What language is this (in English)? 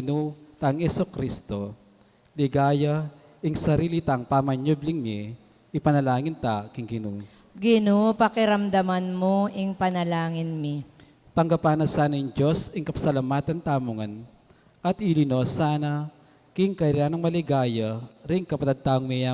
Pampanga